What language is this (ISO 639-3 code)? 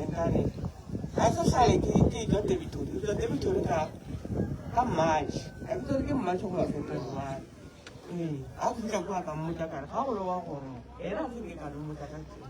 nso